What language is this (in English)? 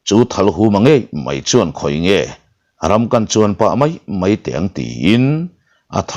Mizo